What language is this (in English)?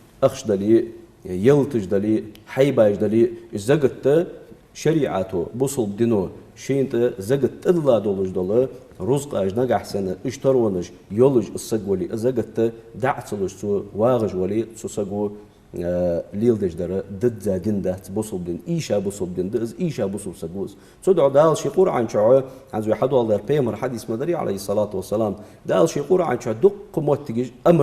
Ingush